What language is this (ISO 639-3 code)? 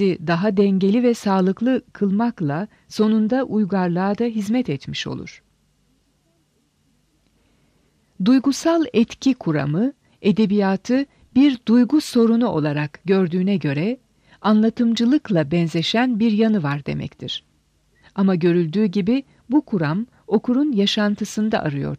tur